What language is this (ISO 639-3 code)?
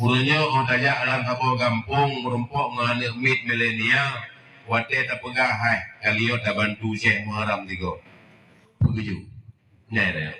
ace